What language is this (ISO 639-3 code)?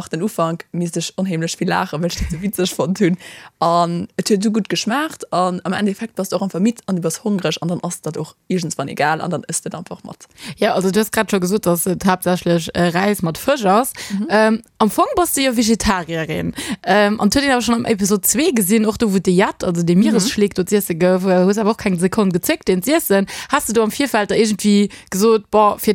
ltz